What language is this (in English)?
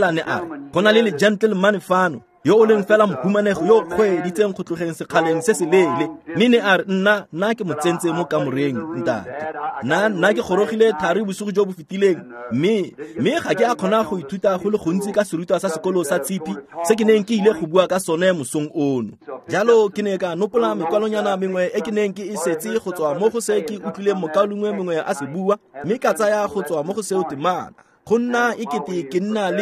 Tswana